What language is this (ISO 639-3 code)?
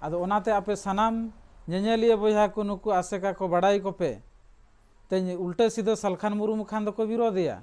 sat